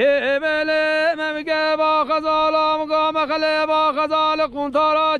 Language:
Kurdish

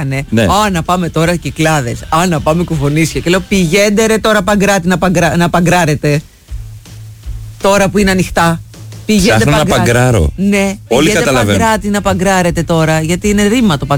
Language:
Greek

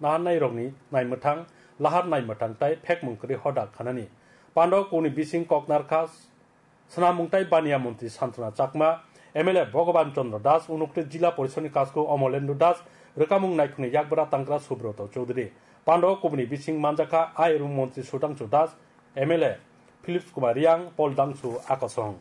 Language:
Kok Borok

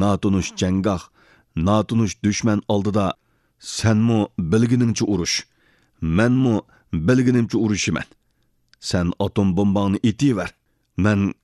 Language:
Uyghur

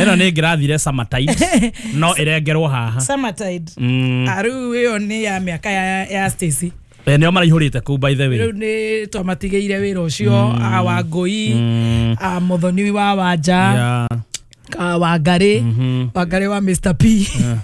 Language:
Kikuyu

